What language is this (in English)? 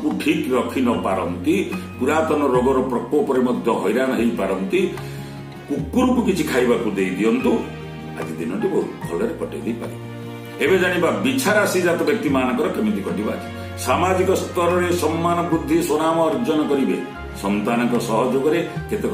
Odia